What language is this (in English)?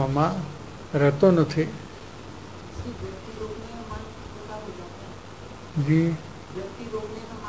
Gujarati